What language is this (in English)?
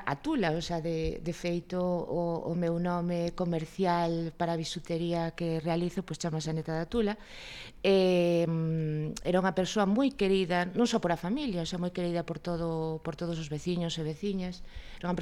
Galician